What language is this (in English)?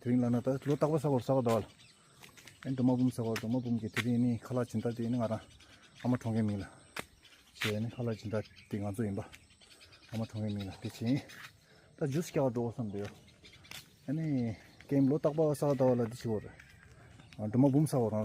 Tibetan